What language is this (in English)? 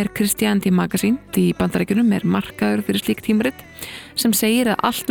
Icelandic